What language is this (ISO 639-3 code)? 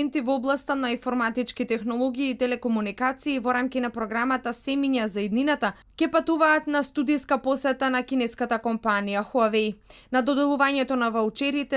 mkd